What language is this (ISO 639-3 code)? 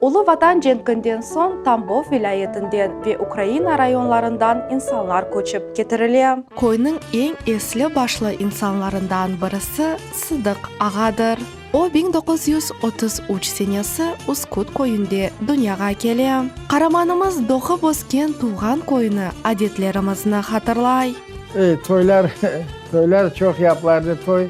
crh